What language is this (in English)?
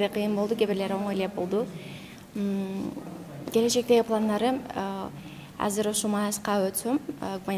Kyrgyz